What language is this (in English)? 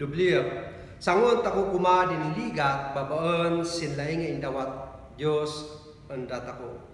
Kankanaey